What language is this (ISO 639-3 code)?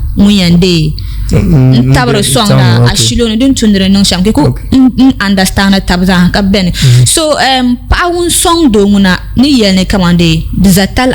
dag